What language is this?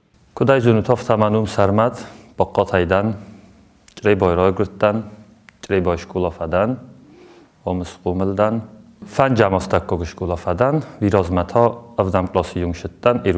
Ossetic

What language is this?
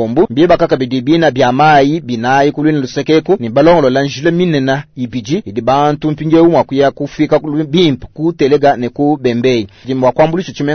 Luba-Lulua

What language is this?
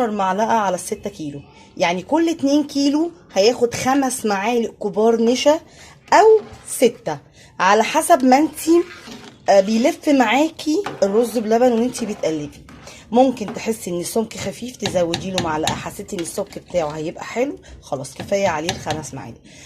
Egyptian Arabic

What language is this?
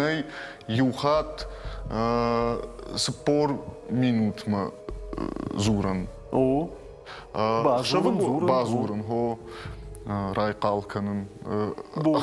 Ossetic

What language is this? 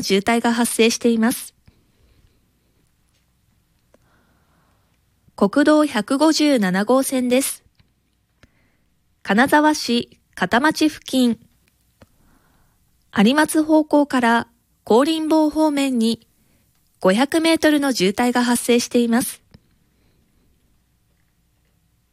Japanese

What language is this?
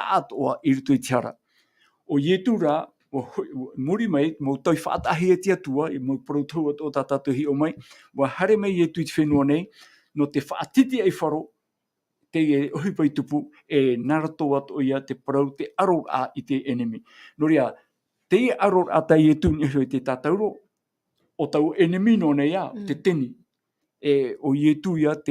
Tahitian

